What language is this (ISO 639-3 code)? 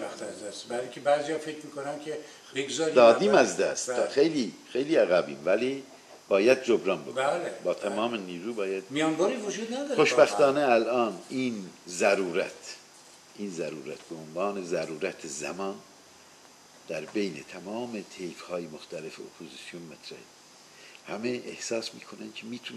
fas